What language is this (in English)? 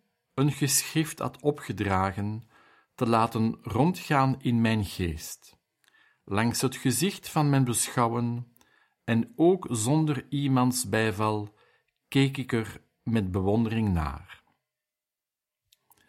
Dutch